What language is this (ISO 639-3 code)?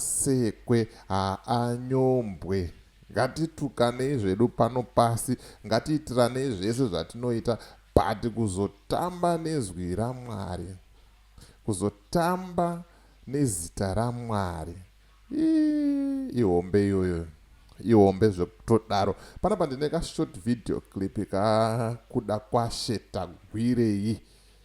sna